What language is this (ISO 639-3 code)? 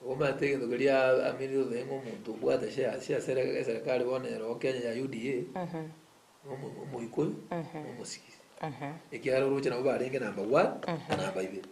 guz